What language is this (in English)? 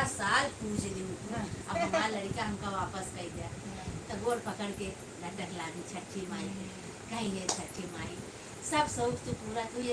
Awadhi